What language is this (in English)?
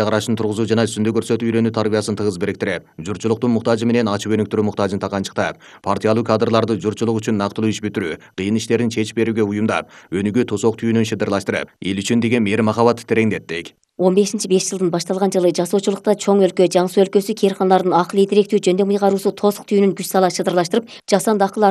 Kyrgyz